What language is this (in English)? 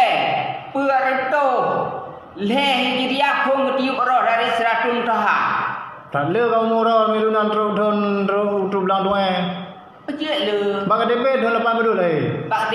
Achinese